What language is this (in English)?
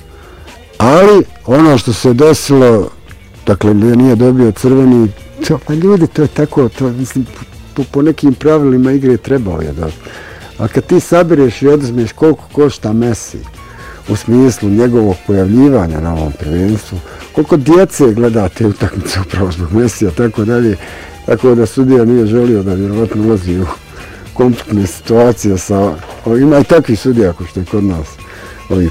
Bosnian